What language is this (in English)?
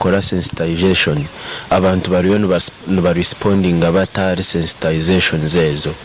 Nyankole